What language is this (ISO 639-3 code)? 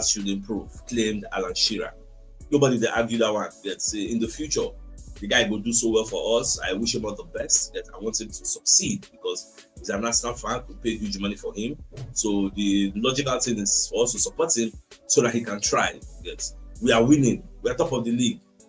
pcm